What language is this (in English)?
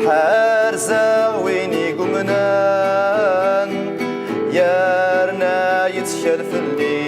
Kabyle